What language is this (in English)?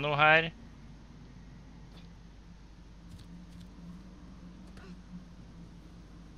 Norwegian